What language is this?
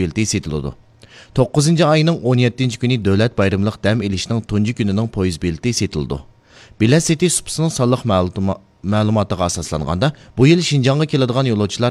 Uyghur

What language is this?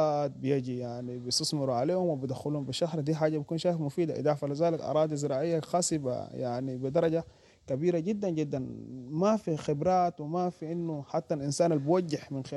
Sudanese Arabic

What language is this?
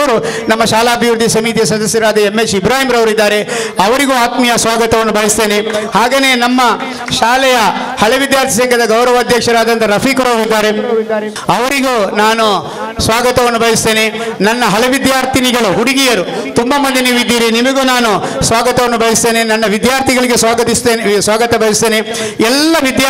Kannada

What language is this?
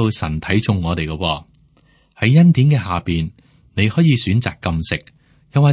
Cantonese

